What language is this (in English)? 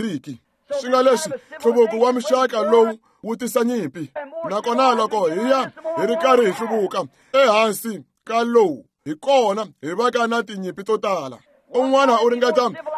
Tsonga